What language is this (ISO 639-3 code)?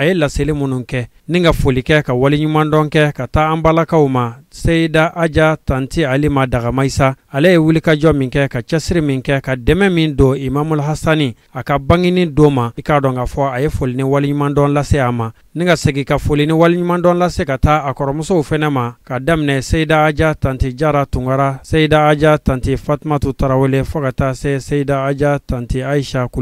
bam